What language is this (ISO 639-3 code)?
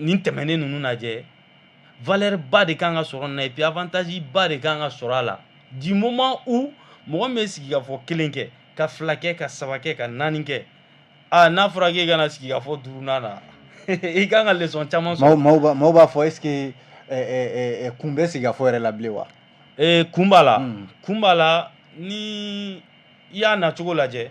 bam